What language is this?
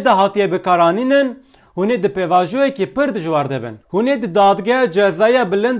Kurdish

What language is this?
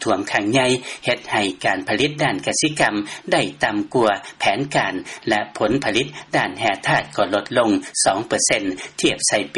Lao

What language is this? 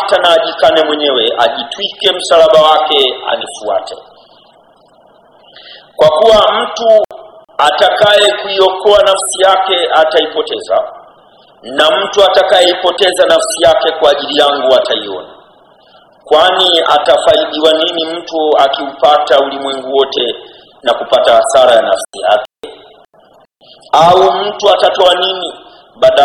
Swahili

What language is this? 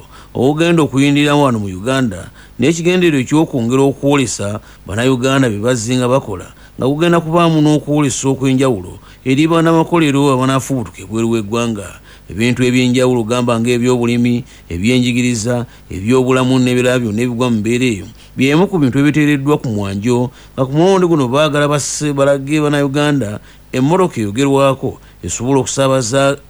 Ganda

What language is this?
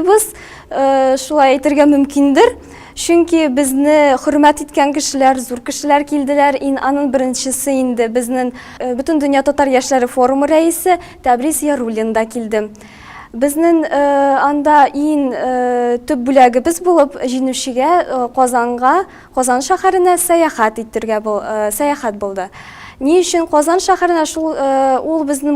Tatar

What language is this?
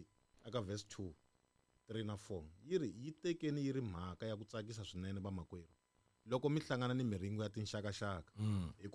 Tsonga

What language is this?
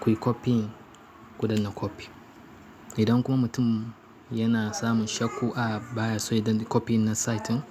Hausa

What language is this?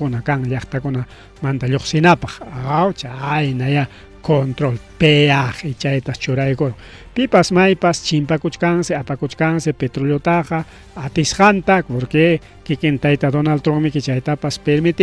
Ayacucho Quechua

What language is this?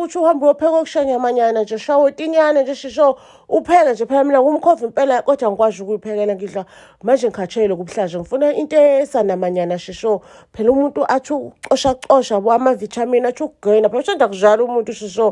Zulu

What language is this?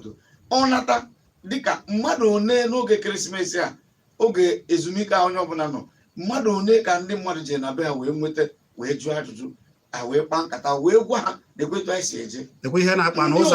Igbo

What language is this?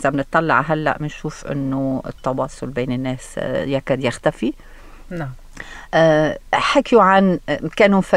North Levantine Arabic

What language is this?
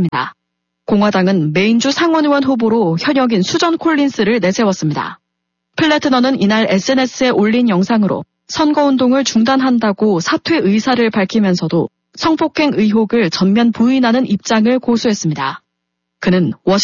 Korean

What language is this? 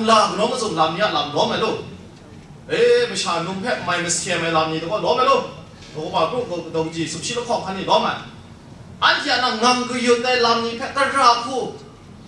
Kachin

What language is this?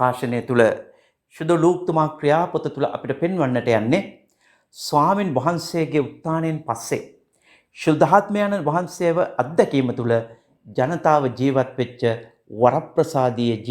Sinhala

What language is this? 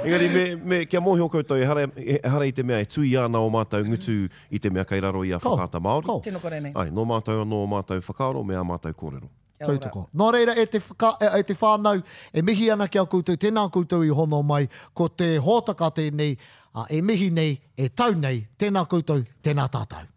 Māori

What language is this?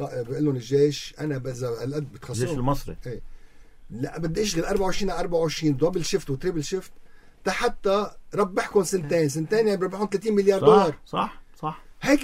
North Levantine Arabic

